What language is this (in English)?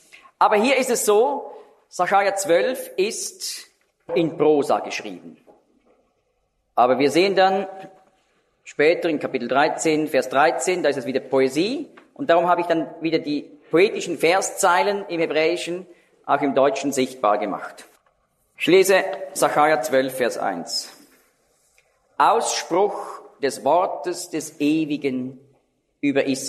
German